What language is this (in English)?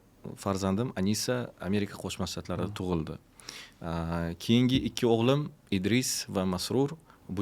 Uzbek